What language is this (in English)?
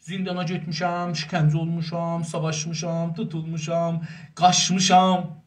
South Azerbaijani